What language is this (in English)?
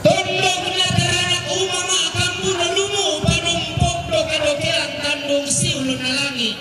Toraja-Sa'dan